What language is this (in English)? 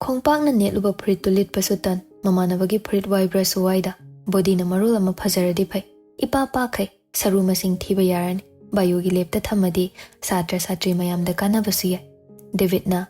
Manipuri